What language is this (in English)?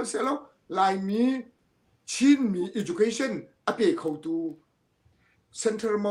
Hakha Chin